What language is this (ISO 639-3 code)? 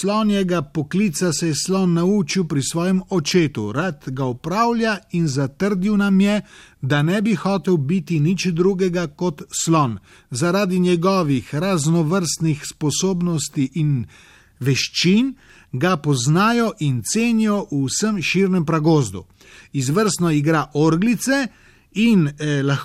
slv